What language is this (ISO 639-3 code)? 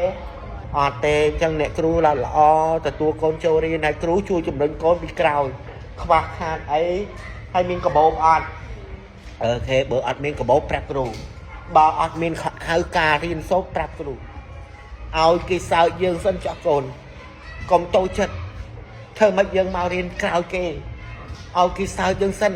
khm